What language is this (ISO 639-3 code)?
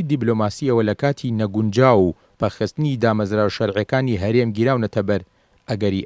ckb